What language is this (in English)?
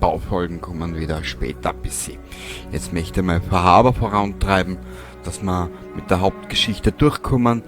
Bavarian